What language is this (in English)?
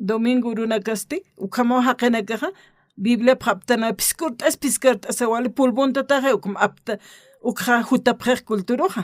Aymara